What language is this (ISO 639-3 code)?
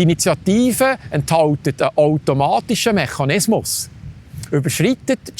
gsw